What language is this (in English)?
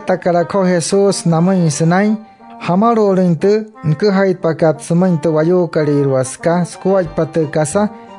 Wayuu